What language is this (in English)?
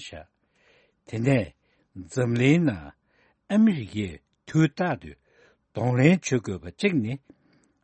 Tibetan